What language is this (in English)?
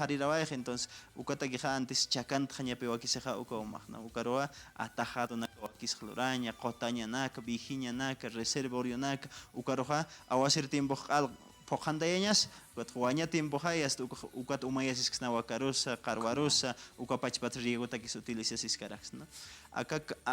Aymara